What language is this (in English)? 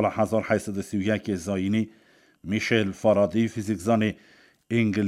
Kurdish